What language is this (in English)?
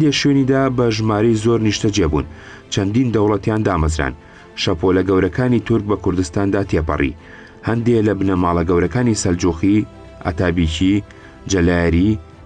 Central Kurdish